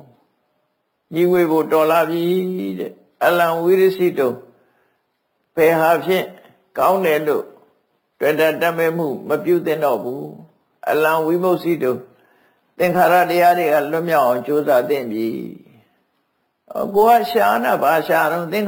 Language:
Burmese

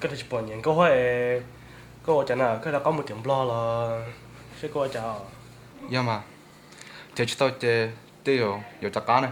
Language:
Hmong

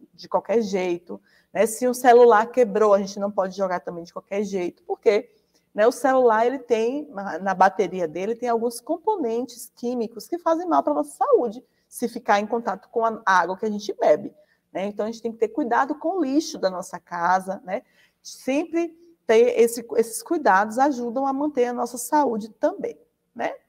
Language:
Portuguese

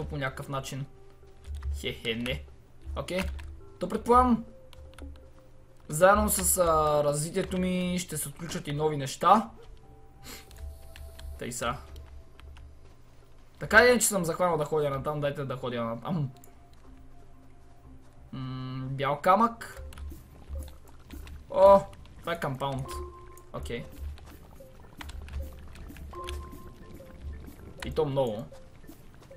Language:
Bulgarian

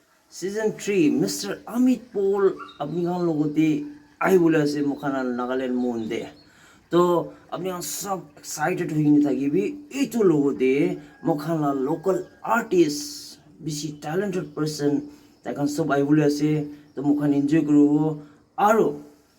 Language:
Naga Pidgin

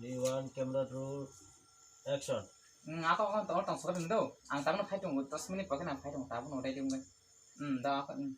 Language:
Kok Borok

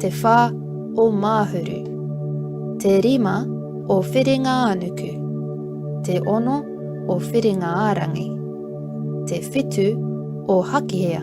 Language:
Māori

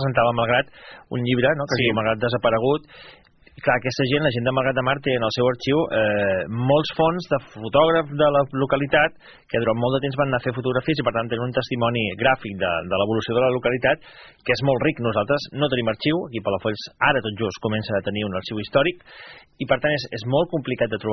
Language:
Catalan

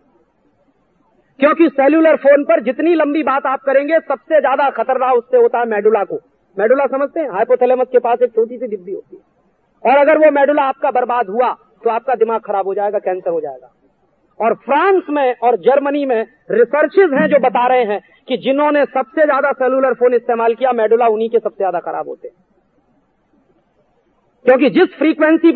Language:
Hindi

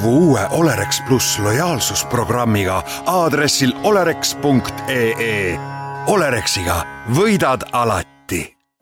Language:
Estonian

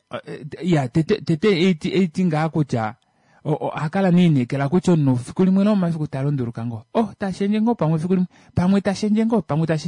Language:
Kuanyama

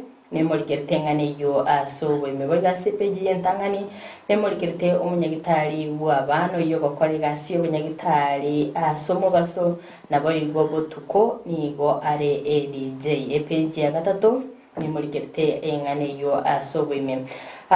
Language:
Gusii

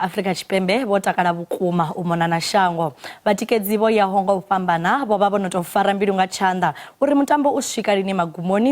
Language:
Venda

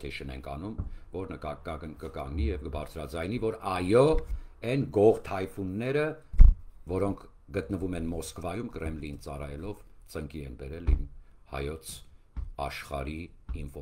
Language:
Armenian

